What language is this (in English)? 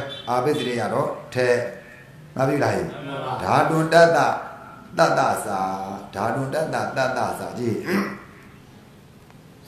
Burmese